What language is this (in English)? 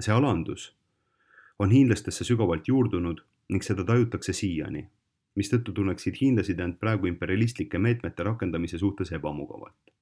Estonian